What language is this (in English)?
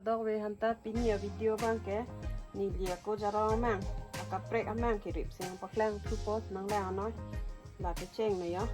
Karbi